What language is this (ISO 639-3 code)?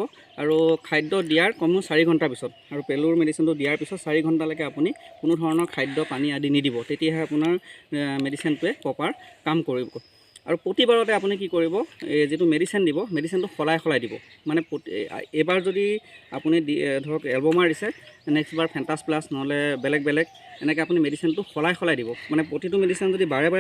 asm